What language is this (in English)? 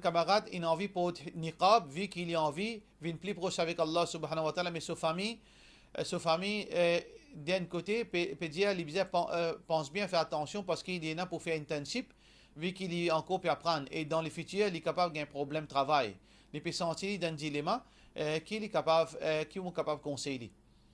Morisyen